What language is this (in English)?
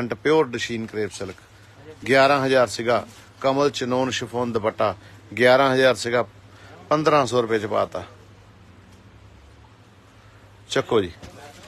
Punjabi